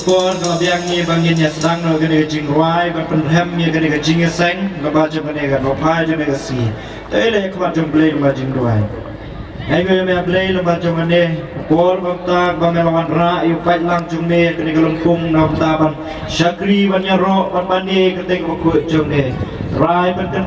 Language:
Khasi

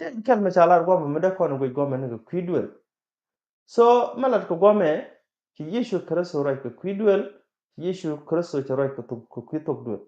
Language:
Nuer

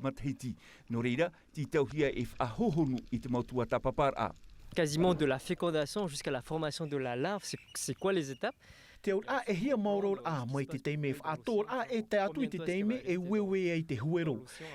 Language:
Tahitian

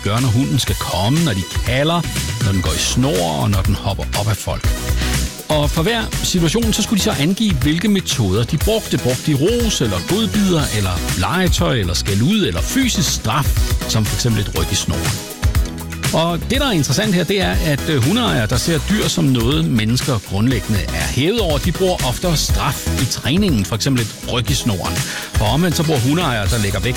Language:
Danish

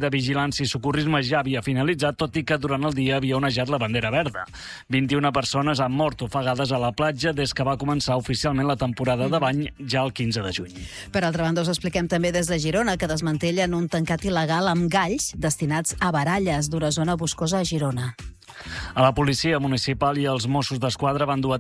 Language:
Catalan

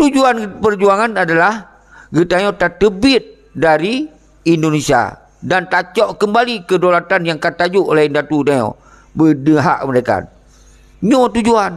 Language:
Achinese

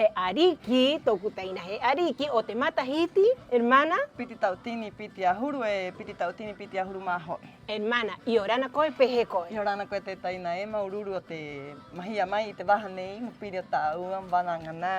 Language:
Rapanui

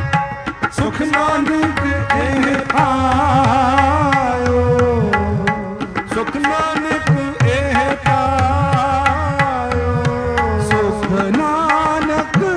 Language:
Punjabi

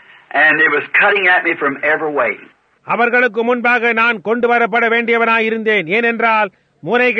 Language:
Tamil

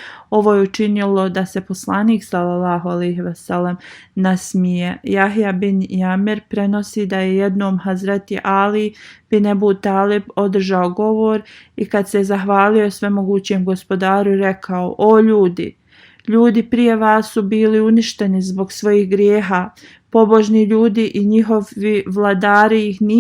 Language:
Bosnian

